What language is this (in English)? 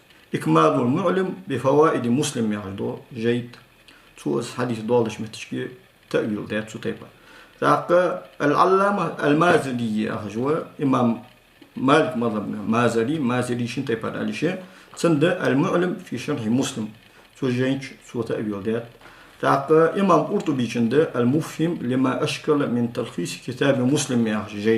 Ingush